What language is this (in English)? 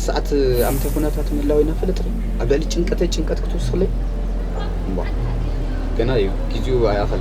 Tigrinya